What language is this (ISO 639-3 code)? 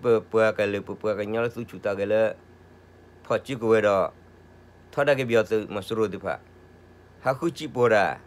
ksw